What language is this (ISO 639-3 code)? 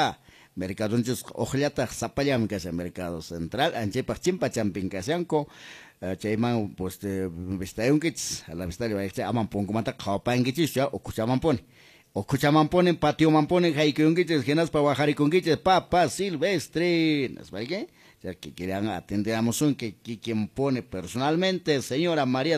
que